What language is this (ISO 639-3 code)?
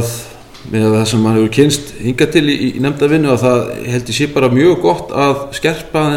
isl